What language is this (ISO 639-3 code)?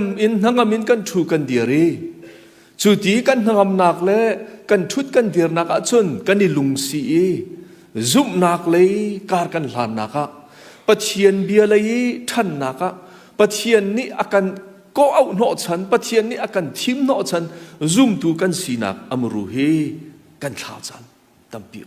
cnh